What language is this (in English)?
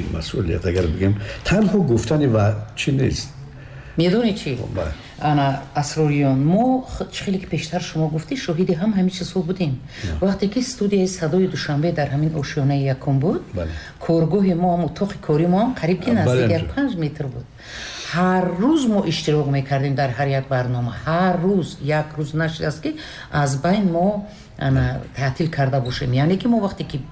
Tajik